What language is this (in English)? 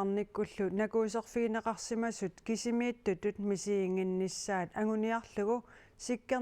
Kalaallisut